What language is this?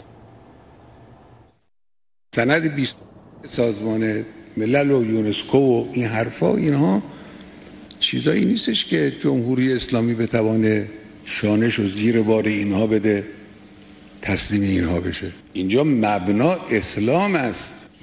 Persian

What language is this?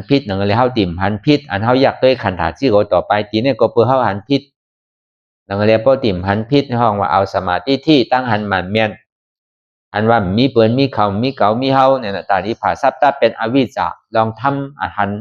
Shan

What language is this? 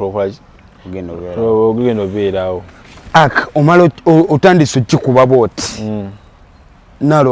Ganda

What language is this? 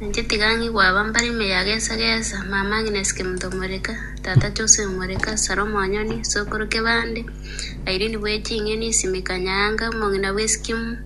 Gusii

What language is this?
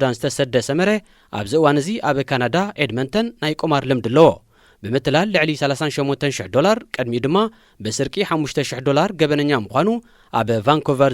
Tigrinya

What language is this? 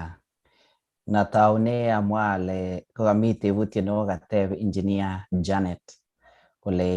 Kalenjin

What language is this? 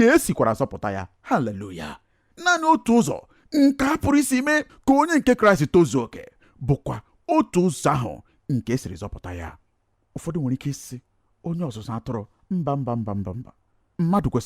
Igbo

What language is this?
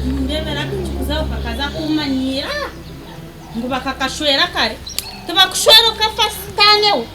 Nyankole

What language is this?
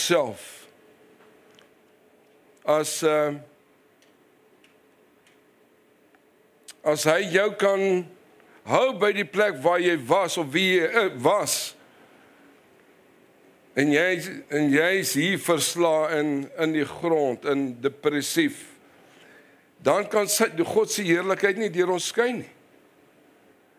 Afrikaans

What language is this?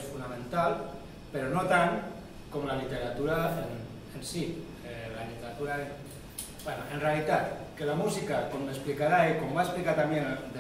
Catalan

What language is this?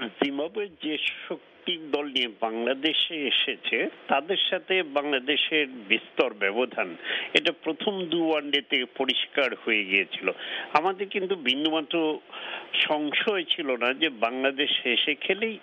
Bangla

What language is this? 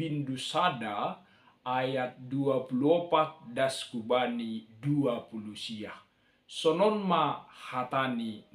Batak Simalungun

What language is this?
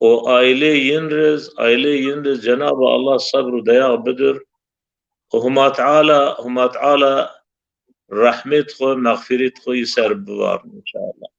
Zaza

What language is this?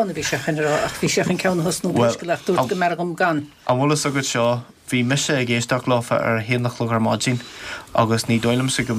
Irish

